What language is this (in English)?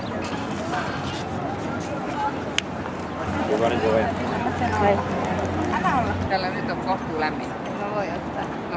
Finnish